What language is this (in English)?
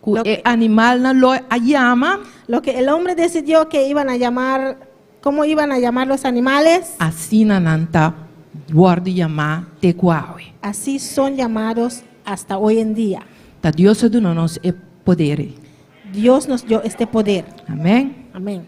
Papiamento